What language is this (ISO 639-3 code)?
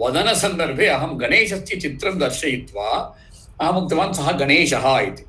san